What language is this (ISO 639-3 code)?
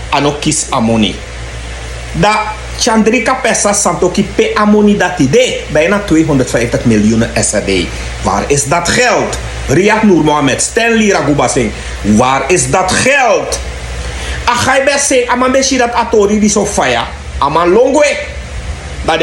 srn